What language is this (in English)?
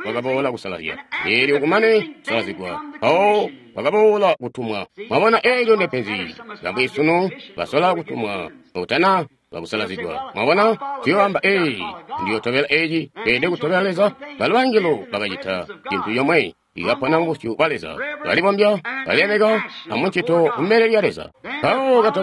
Tonga (Zambia)